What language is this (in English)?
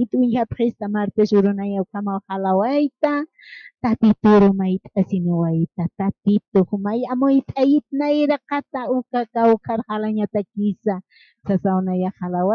Aymara